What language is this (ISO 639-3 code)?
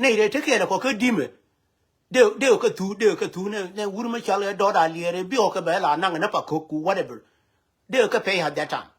nus